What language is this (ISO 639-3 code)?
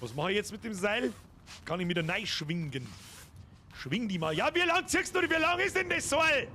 bar